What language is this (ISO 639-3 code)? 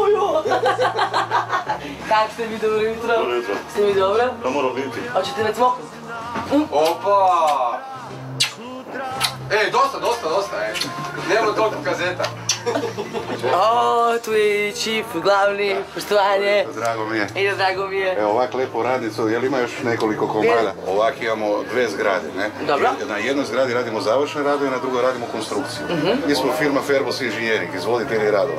hrv